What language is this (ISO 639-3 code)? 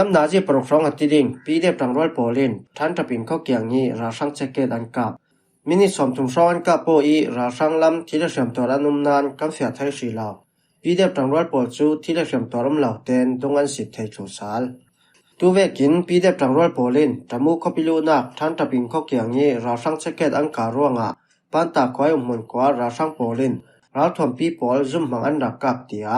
cfm